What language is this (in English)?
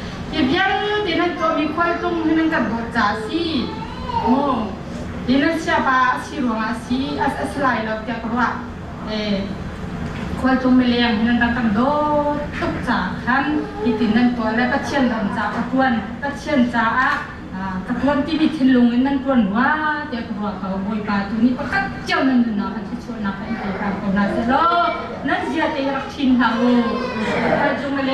Hakha Chin